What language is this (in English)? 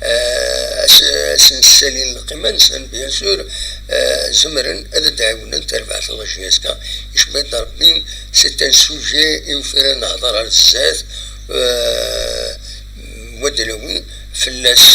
Kabyle